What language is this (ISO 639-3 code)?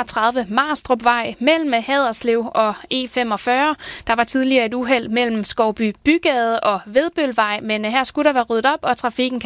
dan